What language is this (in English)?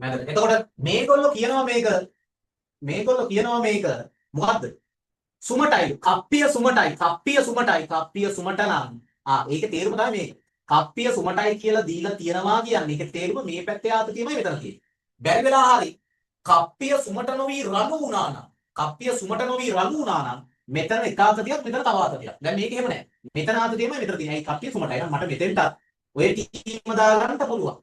Sinhala